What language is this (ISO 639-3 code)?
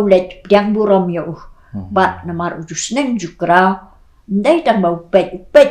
kha